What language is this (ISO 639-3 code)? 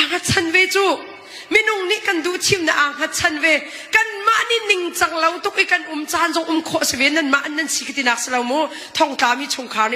cnh